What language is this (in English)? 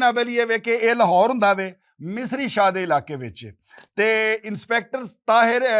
Western Panjabi